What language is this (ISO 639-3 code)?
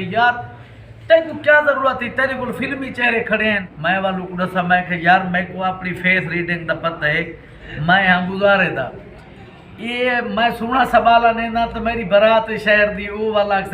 skr